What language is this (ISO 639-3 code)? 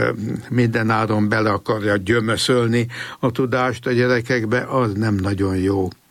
hun